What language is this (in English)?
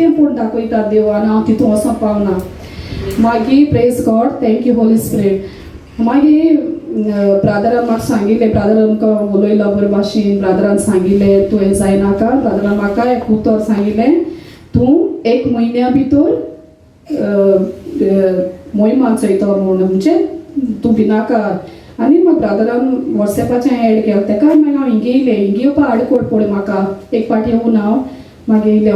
Konkani